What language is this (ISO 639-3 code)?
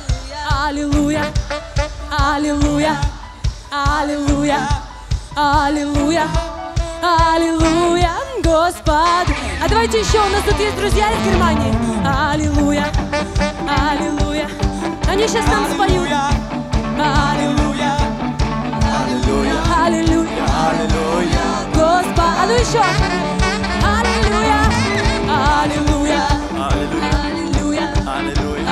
rus